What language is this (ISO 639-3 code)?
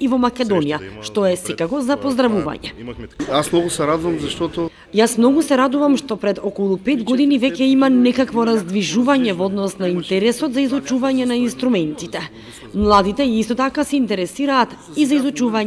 mkd